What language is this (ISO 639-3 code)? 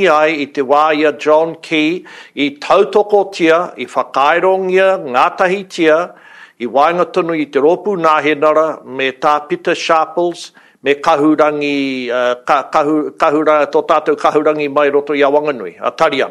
mri